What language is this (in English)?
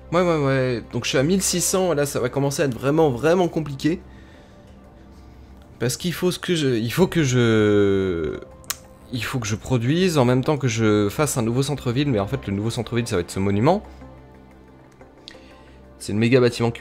French